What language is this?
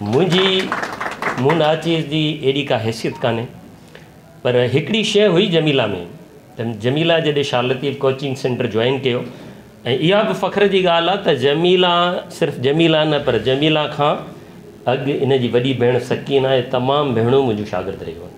Sindhi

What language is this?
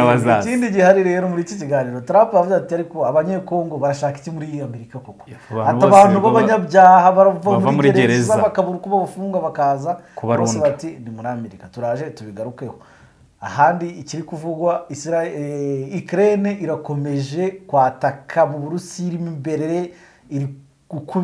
Kinyarwanda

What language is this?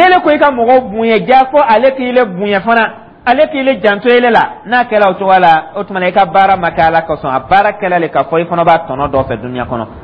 Dyula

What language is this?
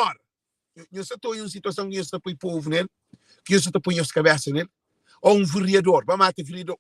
Kabuverdianu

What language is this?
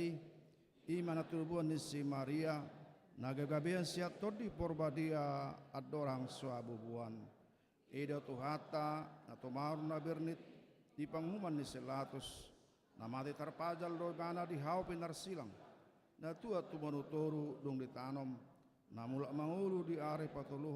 Batak Toba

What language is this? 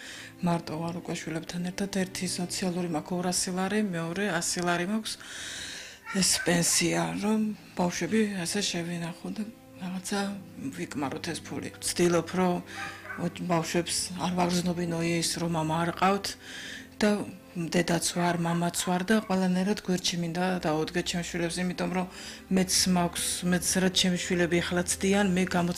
Georgian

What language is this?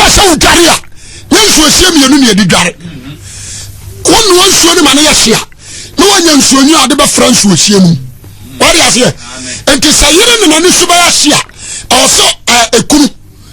Akan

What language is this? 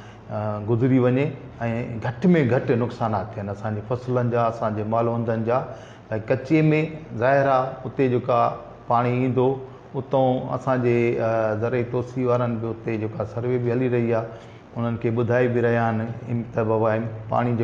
Sindhi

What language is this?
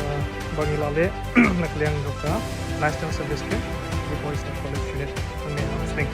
Khasi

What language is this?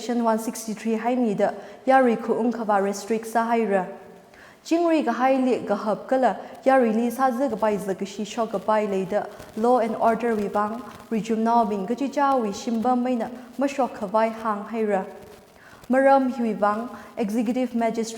Tangkhul Naga (India)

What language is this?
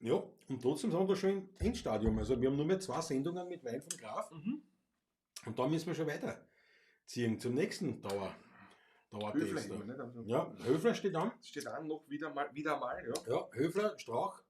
Bavarian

